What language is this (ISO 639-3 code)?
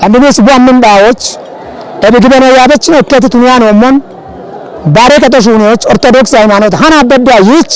kbr